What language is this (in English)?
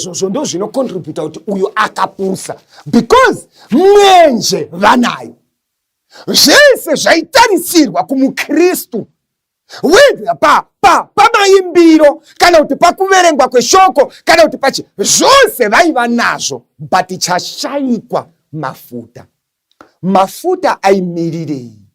Shona